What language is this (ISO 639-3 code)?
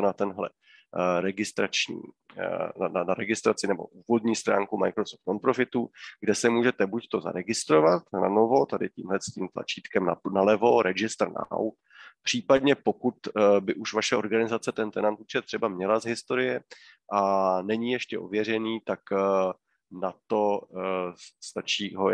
ces